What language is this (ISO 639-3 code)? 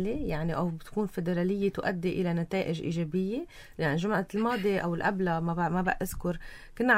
apc